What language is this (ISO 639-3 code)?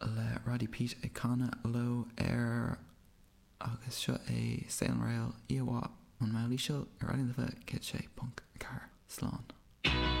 gle